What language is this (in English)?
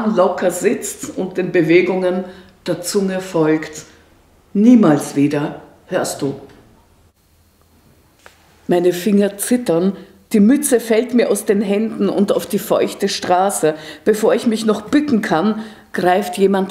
German